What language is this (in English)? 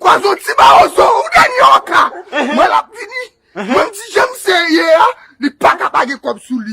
Haitian Creole